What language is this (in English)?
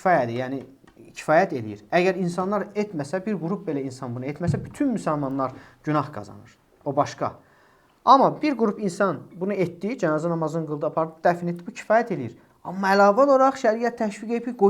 Azerbaijani